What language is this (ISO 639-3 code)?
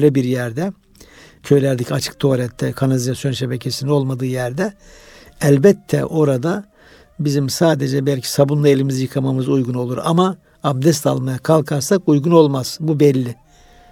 tur